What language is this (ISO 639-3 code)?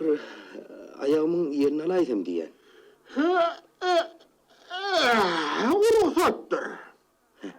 tuk